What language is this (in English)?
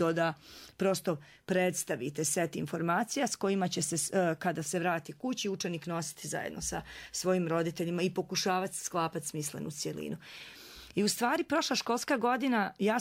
Serbian